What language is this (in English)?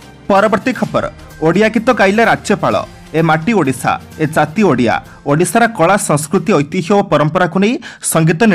Odia